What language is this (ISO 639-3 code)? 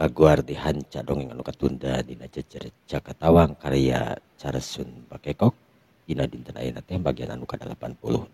sun